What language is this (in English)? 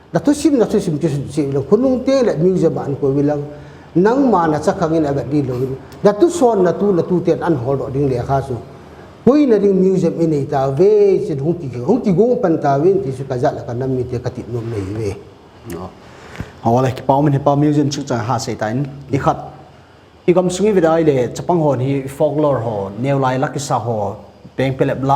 Paite Chin